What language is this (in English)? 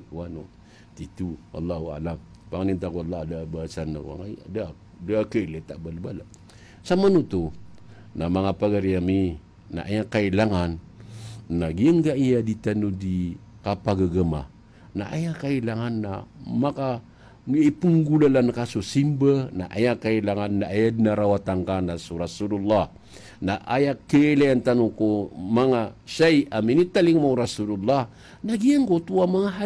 Maranao